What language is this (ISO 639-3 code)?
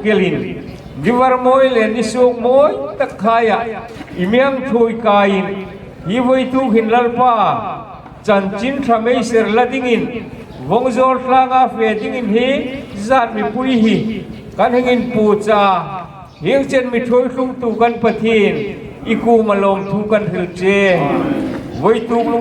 hmr